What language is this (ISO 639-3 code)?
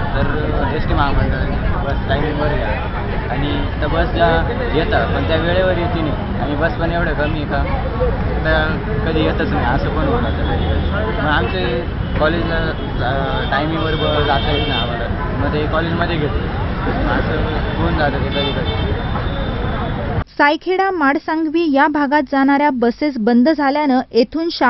mar